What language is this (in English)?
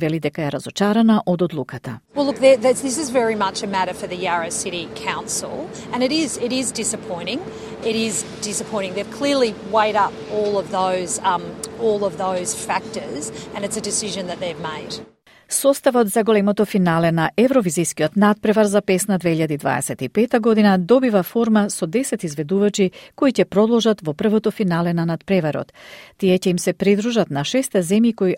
Macedonian